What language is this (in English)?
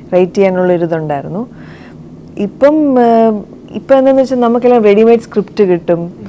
Malayalam